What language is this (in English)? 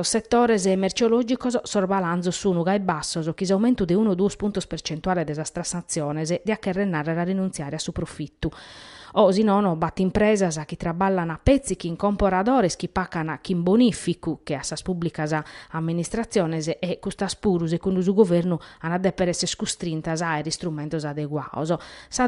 Sardinian